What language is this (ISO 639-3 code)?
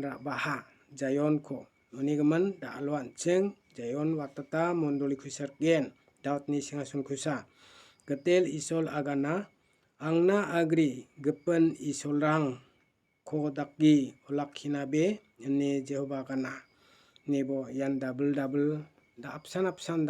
grt